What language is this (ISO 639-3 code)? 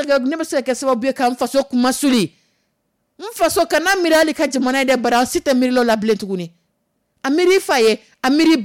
dyu